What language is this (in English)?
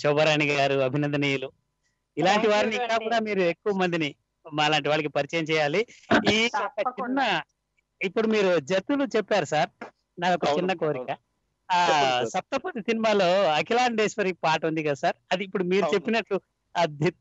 Telugu